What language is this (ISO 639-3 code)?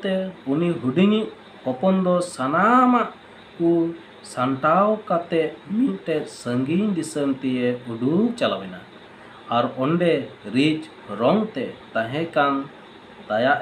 sat